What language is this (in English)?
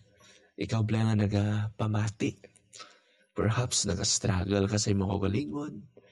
Hiligaynon